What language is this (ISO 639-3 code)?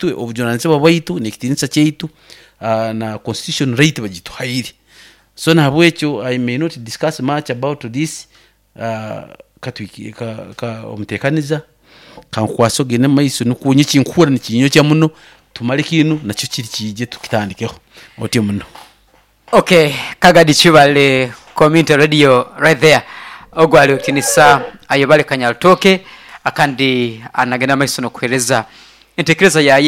nyo